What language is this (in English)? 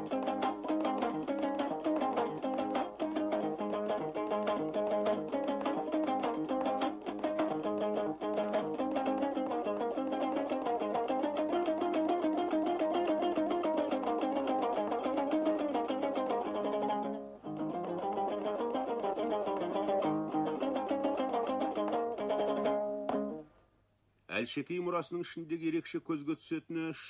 Kazakh